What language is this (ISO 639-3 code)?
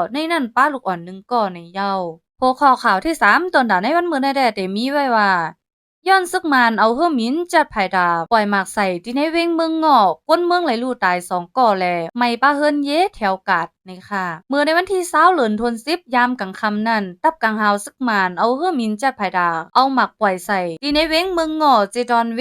shn